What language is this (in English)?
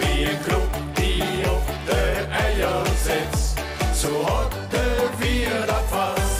Limburgish